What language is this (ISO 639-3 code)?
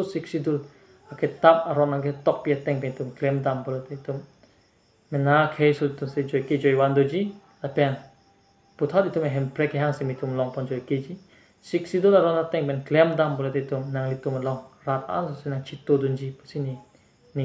mjw